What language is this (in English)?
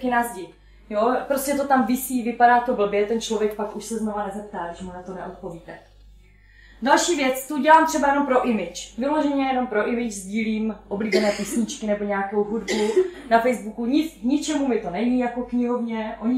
Czech